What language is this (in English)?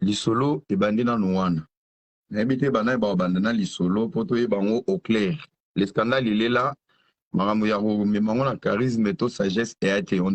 Lingala